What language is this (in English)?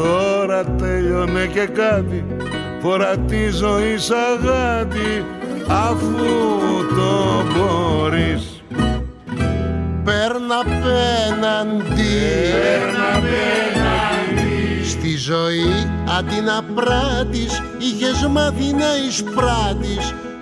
Greek